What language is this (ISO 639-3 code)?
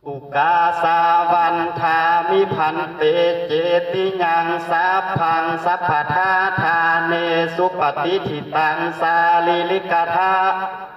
pli